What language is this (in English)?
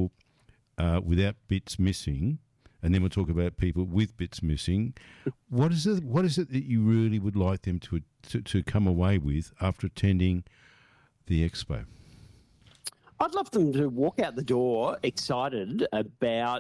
English